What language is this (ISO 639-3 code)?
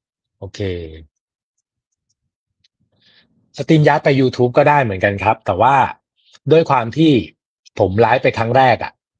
tha